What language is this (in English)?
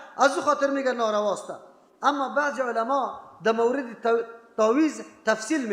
Persian